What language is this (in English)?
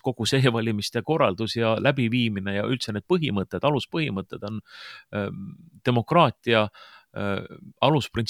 Estonian